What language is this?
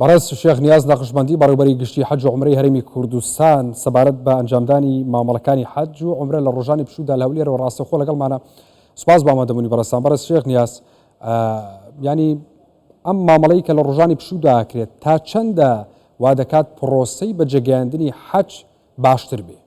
Central Kurdish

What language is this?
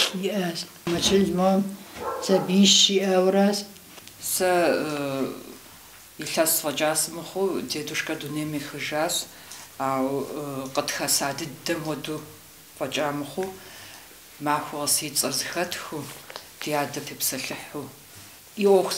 Kabardian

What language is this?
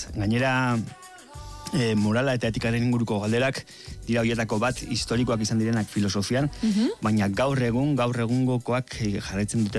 Basque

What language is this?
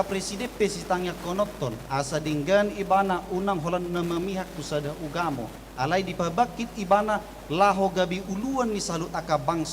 Batak Toba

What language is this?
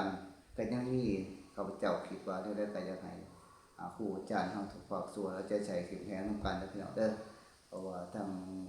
Lao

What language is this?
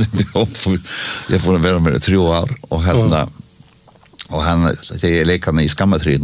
Icelandic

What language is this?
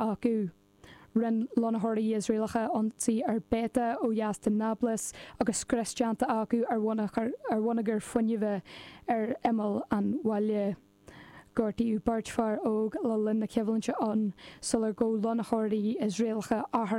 Irish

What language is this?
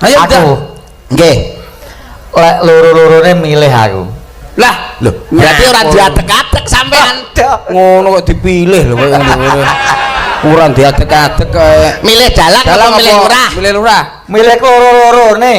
Javanese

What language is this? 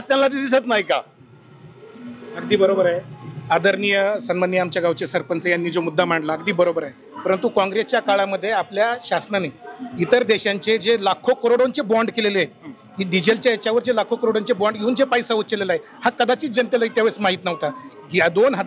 Marathi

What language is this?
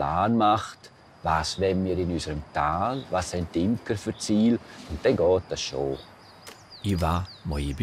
Romansh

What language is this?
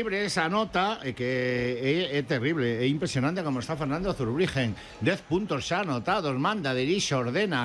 Galician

